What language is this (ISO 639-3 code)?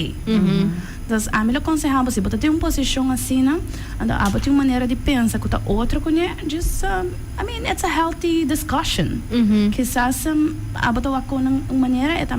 pap